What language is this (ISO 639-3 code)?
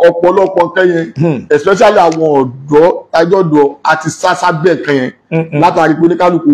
yor